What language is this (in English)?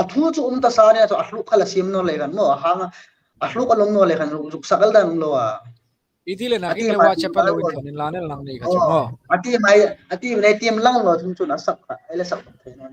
Hmar